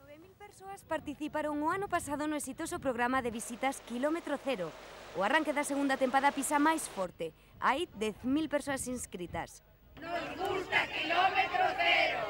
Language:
Galician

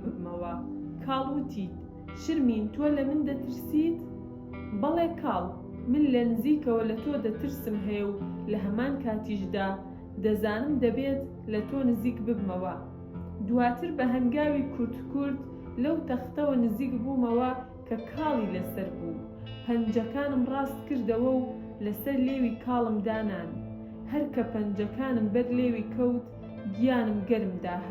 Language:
Central Kurdish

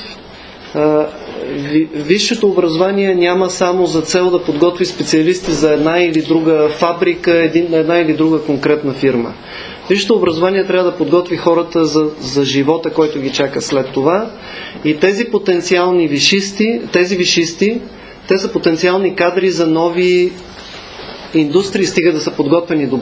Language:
Bulgarian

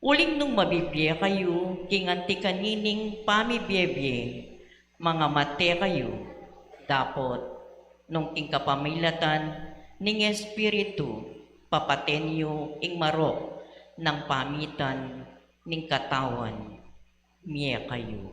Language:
Pampanga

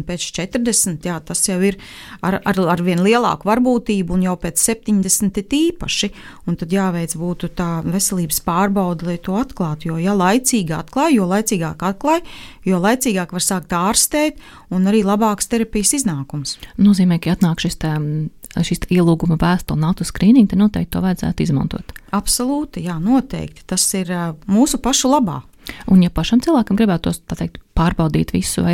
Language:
Latvian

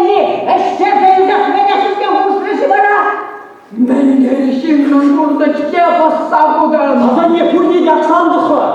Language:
Chuvash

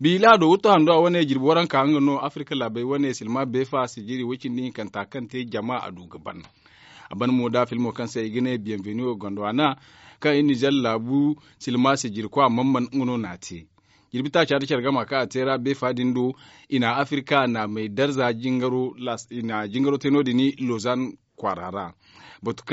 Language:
Zarma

